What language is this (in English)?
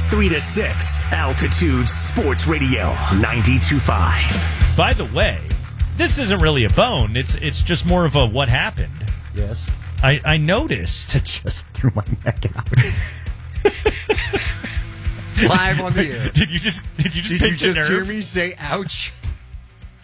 English